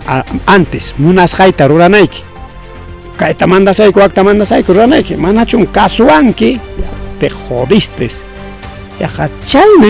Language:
Ayacucho Quechua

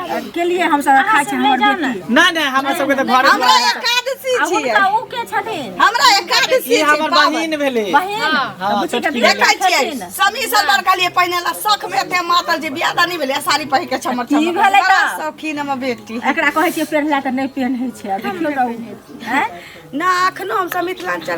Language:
Maithili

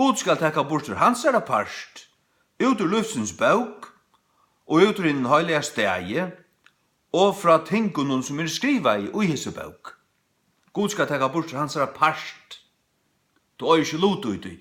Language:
Faroese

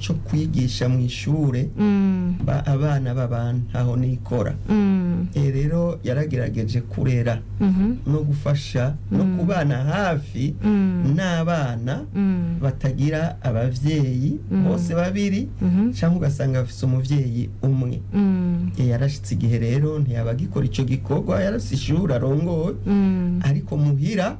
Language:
Rundi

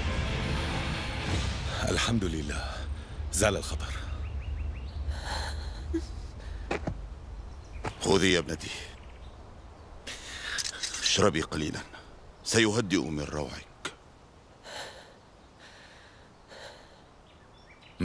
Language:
North Levantine Arabic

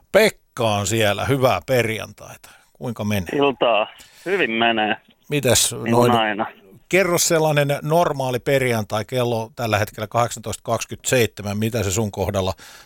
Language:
Finnish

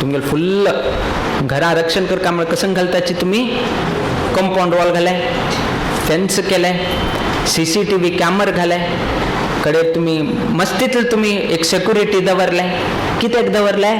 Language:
Konkani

